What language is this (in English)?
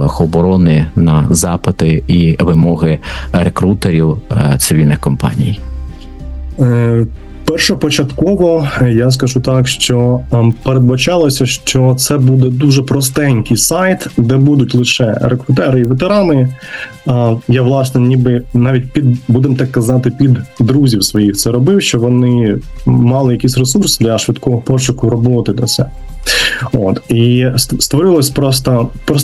Ukrainian